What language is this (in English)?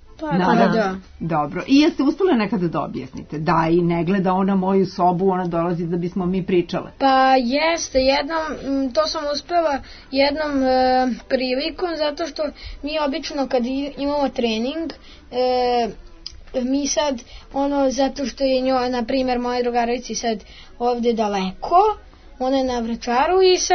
Serbian